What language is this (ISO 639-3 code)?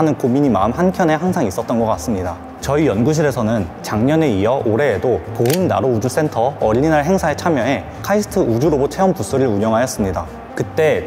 kor